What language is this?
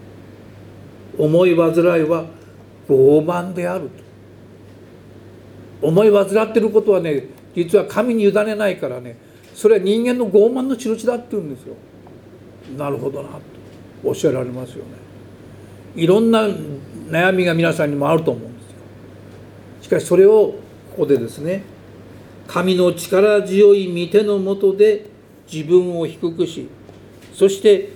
Japanese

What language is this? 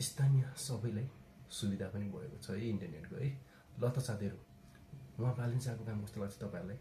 Nepali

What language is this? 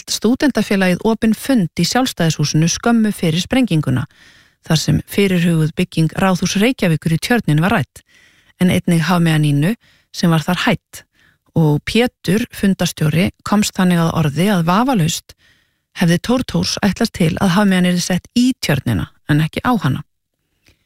Icelandic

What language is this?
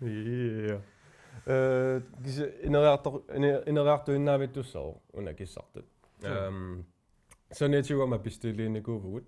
Kalaallisut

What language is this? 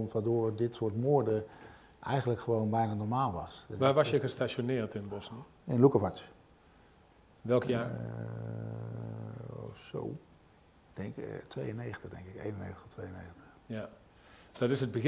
Dutch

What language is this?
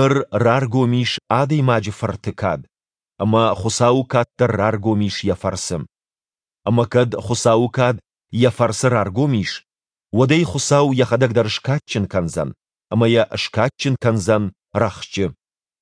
Ossetic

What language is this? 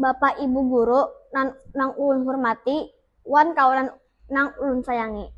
Banjar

